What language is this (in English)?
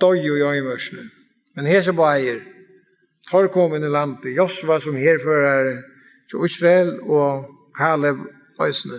Faroese